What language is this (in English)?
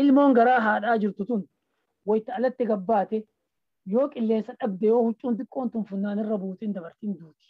Oromo